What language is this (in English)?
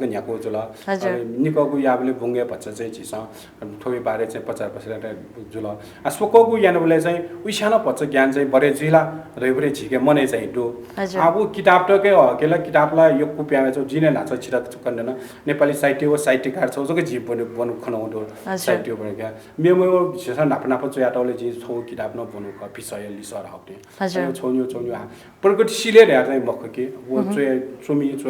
Newari